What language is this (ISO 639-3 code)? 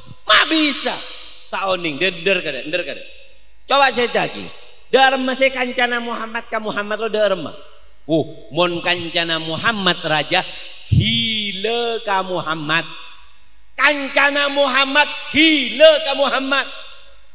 mad